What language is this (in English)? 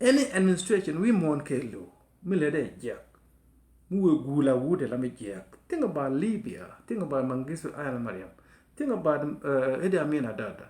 Nuer